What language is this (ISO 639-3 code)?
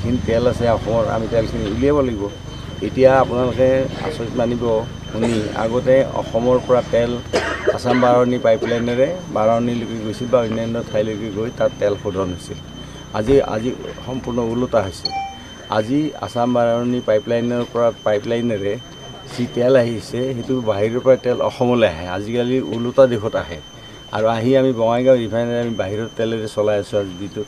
asm